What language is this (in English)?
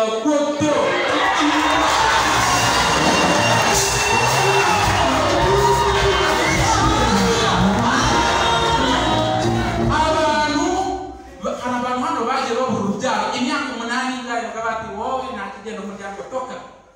Kinyarwanda